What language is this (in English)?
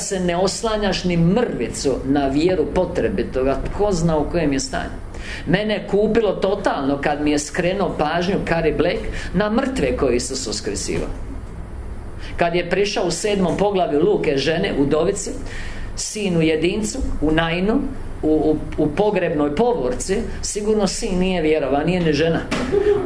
Croatian